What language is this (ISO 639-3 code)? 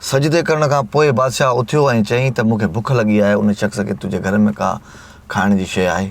snd